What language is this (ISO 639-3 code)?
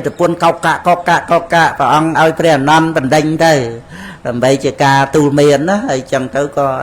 khm